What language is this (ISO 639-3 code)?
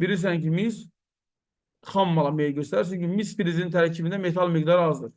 aze